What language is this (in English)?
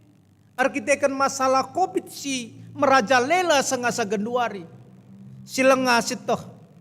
Batak Karo